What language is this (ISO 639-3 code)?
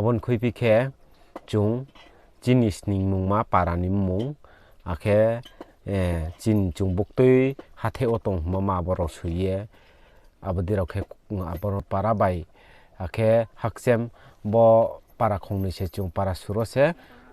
ria